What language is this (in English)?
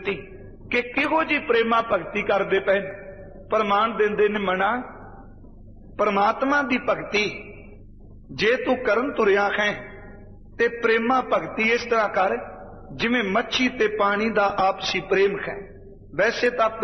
Punjabi